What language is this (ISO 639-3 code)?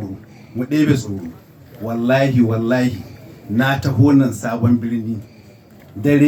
hau